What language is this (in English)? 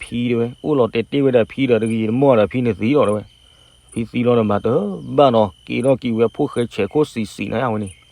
S'gaw Karen